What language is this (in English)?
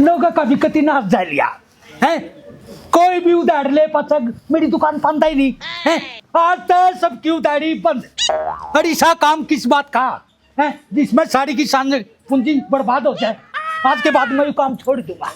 Haryanvi